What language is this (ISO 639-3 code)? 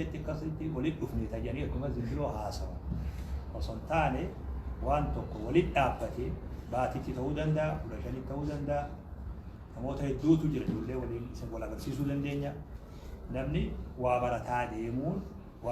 orm